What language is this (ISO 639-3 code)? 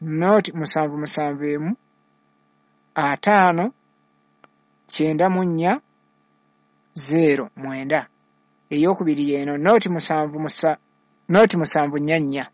lug